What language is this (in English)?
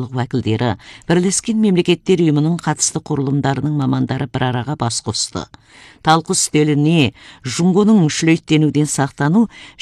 Kazakh